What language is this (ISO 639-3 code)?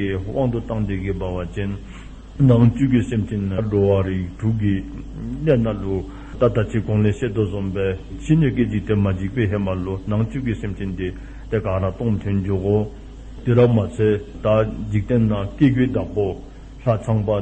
dzo